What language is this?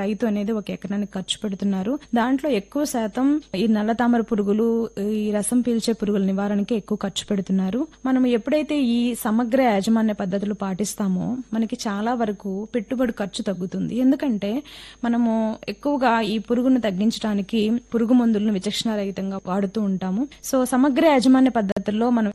Telugu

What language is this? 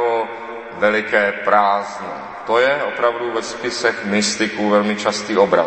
Czech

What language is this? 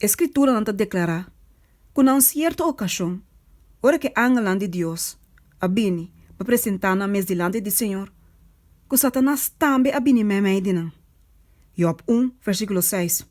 Papiamento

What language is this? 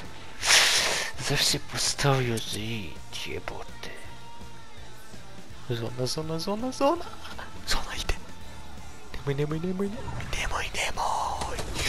Croatian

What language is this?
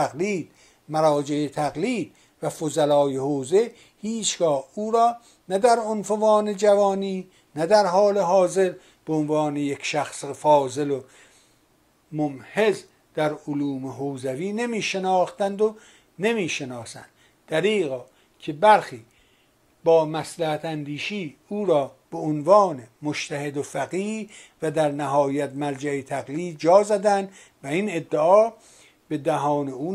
Persian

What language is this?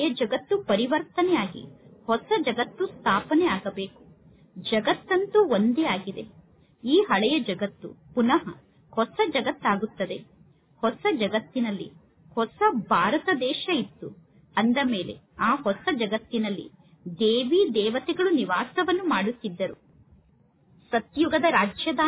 Kannada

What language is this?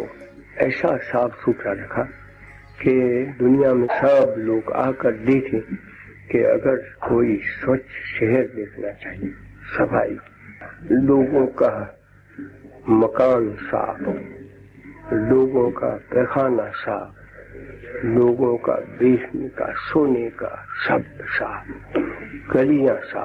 Hindi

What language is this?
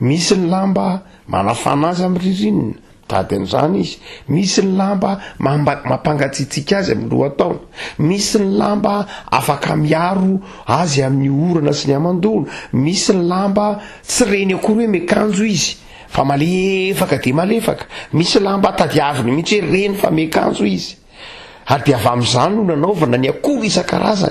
Malagasy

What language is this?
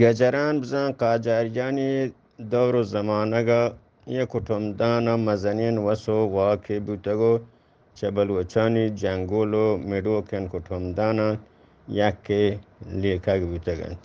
Eastern Balochi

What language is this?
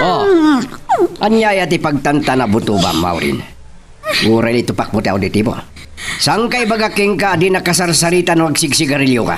Iloko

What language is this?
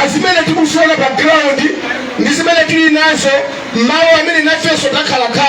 Nyanja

